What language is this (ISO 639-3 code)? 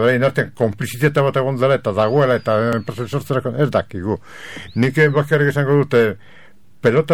eus